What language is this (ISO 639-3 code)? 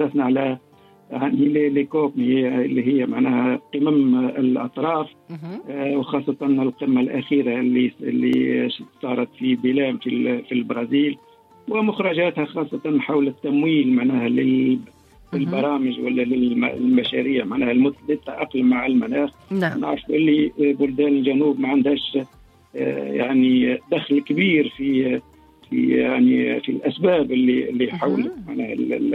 aeb